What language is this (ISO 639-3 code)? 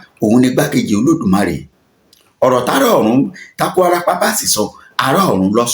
yor